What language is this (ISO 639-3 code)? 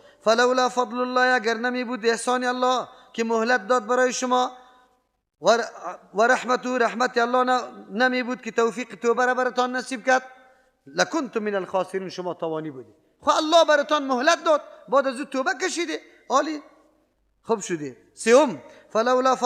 fas